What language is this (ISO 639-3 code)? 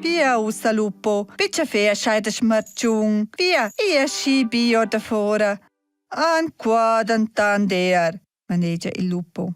roh